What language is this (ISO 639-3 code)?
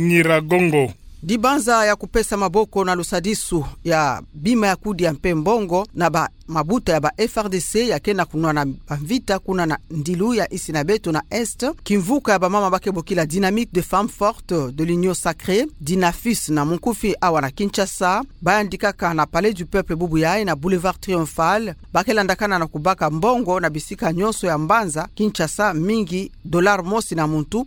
ktu